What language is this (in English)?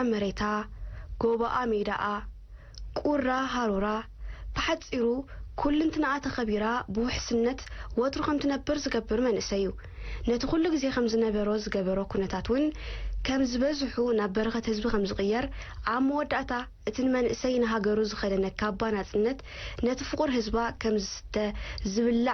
Tigrinya